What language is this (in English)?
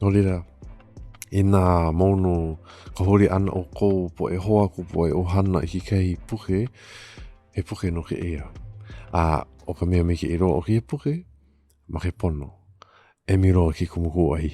Hawaiian